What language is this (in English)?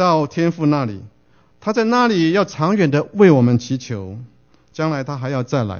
Chinese